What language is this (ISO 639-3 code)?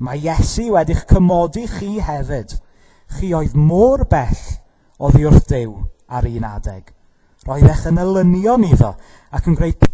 cym